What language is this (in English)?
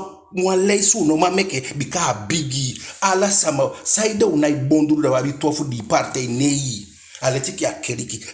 Eastern Maroon Creole